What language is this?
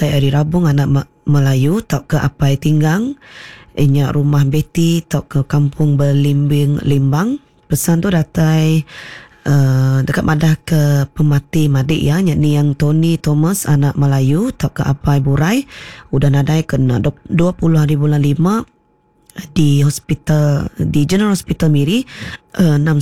Iban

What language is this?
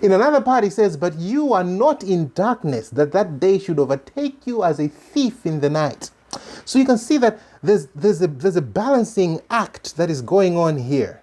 English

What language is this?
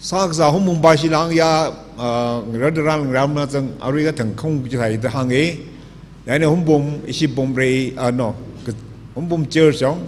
Tangkhul Naga (India)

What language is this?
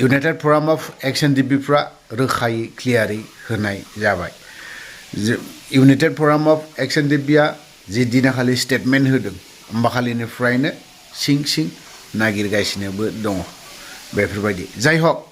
Bodo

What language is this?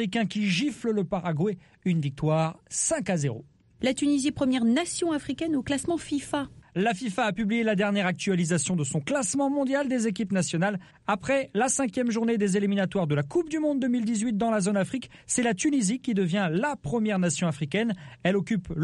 French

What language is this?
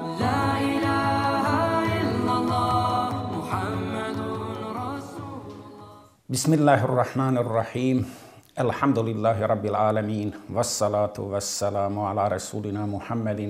Bosnian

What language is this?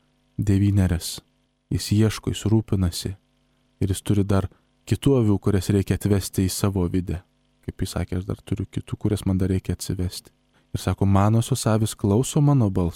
Lithuanian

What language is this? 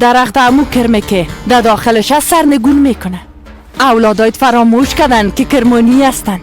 Persian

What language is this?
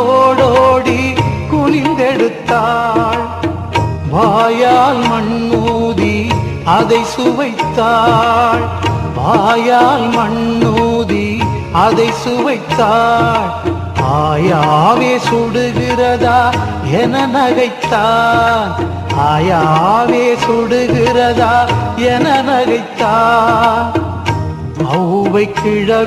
Tamil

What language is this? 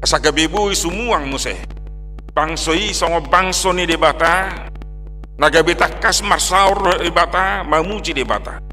Batak Toba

